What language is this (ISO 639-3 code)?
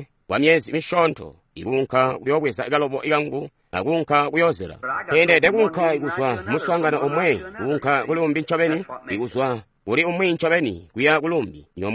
toi